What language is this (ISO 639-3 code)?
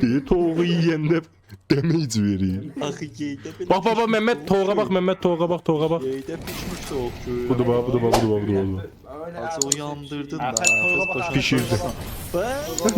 azb